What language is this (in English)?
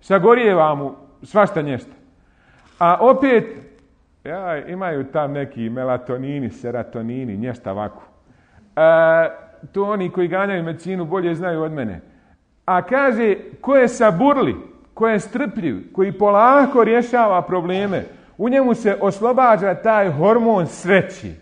Bosnian